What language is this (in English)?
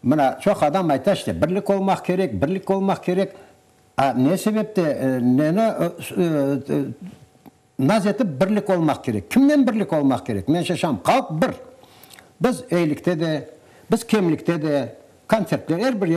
Crimean Tatar